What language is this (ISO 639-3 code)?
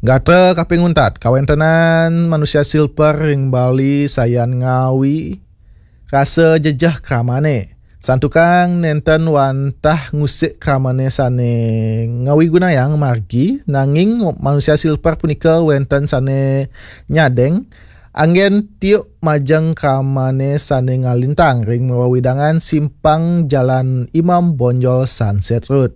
ban